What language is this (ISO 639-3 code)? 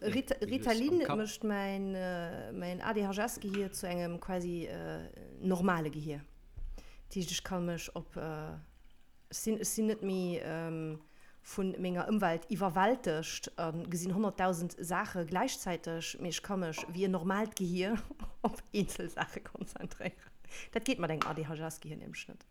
ltz